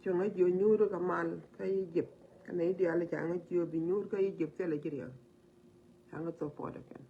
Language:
Nuer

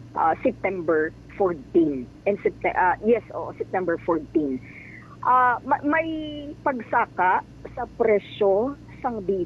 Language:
Hiligaynon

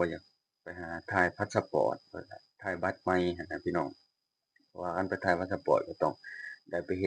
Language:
Lao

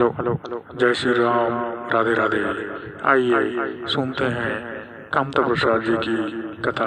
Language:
Chhattisgarhi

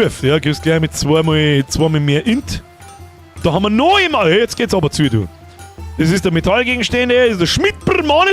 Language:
Bavarian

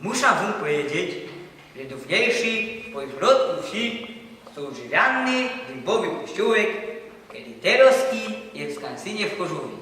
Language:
Silesian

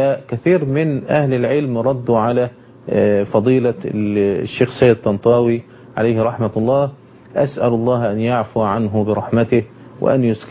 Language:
Arabic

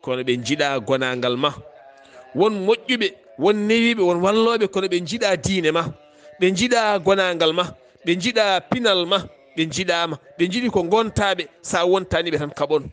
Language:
Fula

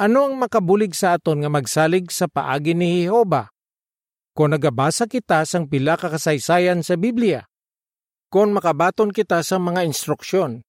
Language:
Hiligaynon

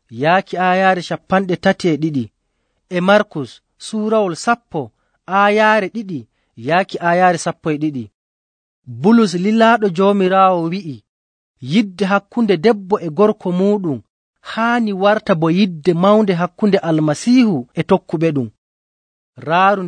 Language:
Nigerian Fulfulde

